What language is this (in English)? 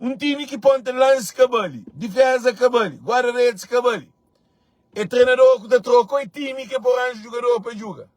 Kabuverdianu